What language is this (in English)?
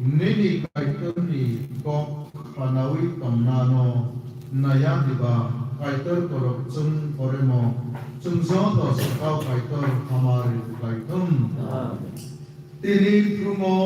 Kok Borok